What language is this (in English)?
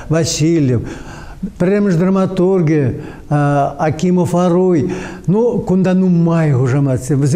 Chuvash